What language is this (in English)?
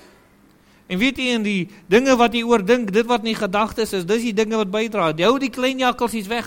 Afrikaans